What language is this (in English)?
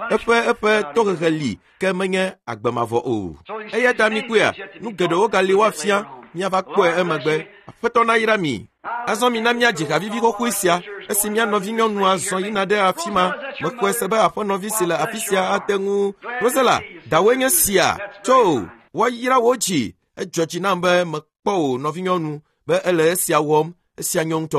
Ewe